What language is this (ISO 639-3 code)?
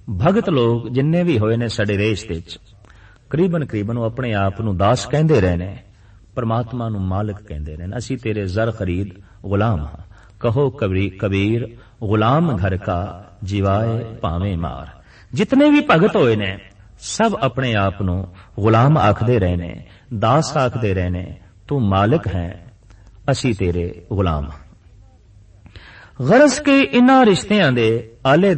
pan